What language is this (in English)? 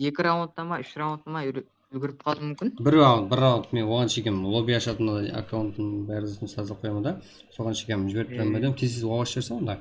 Kara-Kalpak